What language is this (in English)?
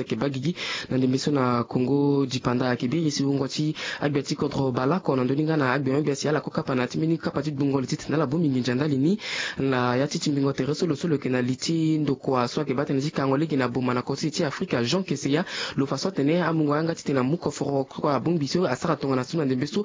Sango